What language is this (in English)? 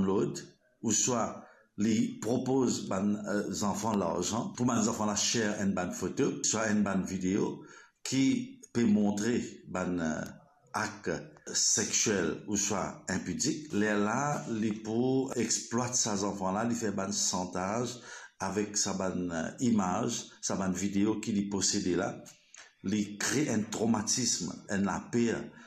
Morisyen